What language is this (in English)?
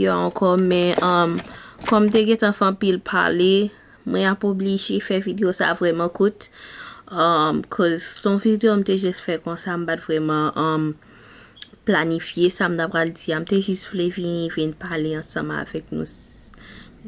Haitian Creole